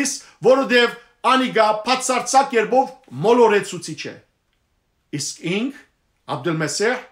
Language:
Western Armenian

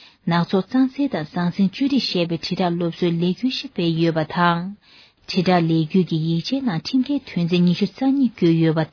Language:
Tibetan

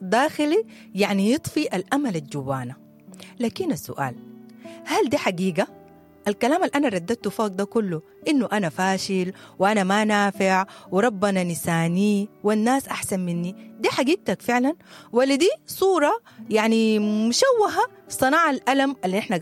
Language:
Sudanese Arabic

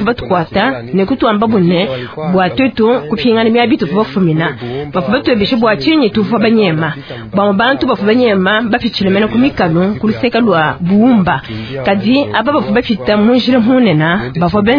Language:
Luba-Lulua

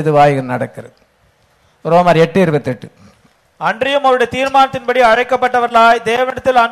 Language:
Tamil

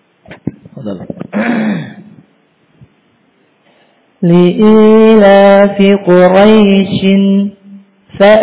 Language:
Indonesian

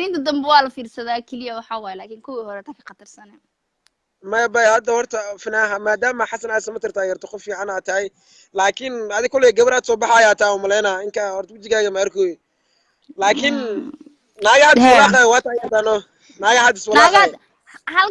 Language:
Somali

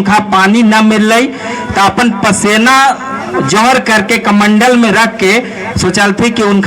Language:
Magahi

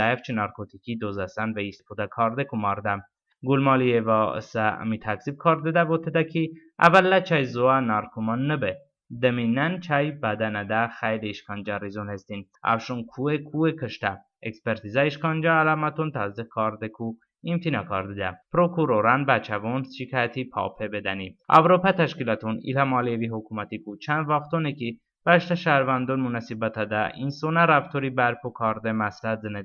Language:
Talysh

